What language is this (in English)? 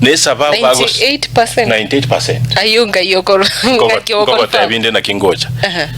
Gusii